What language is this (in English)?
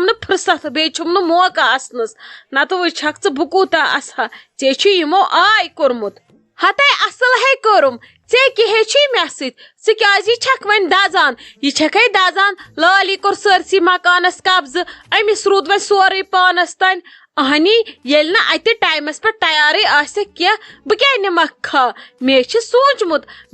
Kashmiri